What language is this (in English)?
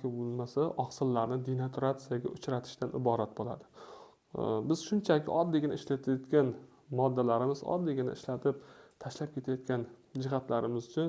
Uzbek